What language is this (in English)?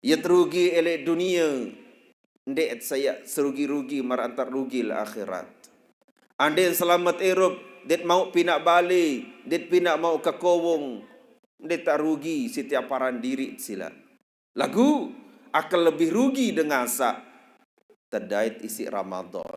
Sasak